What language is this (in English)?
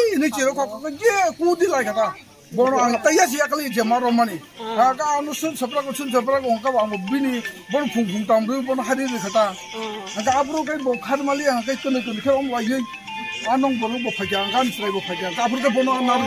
Kok Borok